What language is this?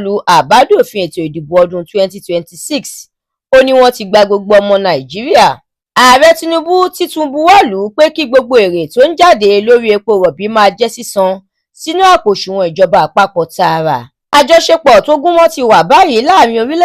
Yoruba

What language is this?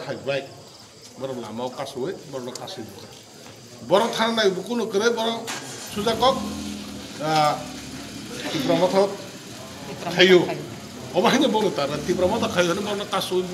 Kok Borok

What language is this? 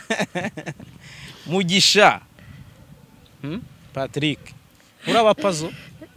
Kinyarwanda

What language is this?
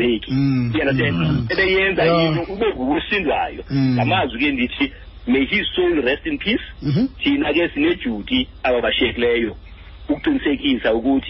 Xhosa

